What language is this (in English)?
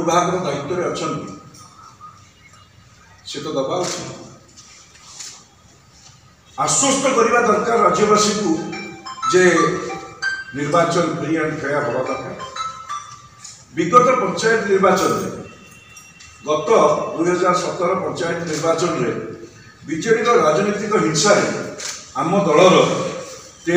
Odia